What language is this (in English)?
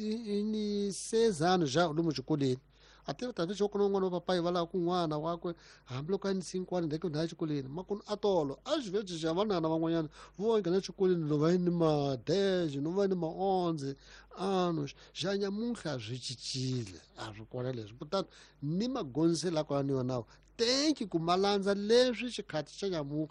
Tsonga